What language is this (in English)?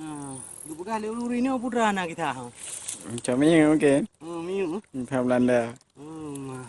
Achinese